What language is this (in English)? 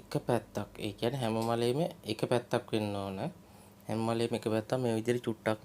Sinhala